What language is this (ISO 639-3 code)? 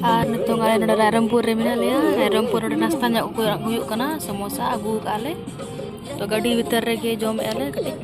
sat